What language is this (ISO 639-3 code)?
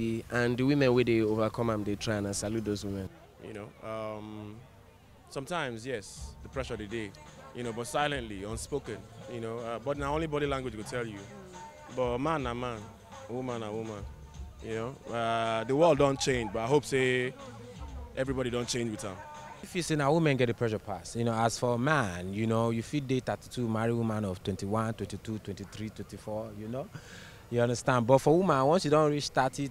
pcm